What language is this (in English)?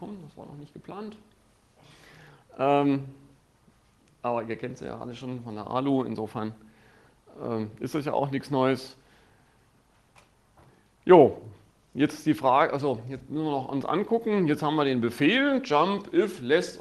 German